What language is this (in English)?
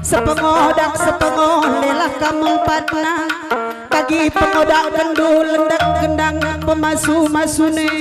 Batak Karo